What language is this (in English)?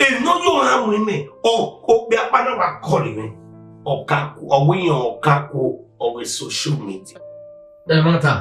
Bini